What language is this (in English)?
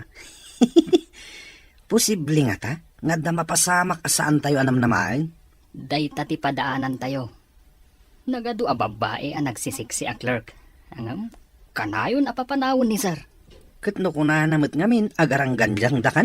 Iloko